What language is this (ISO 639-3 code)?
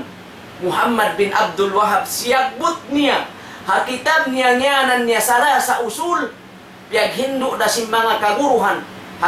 tsg